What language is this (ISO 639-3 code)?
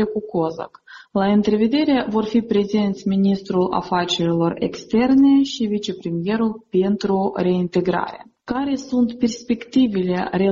ron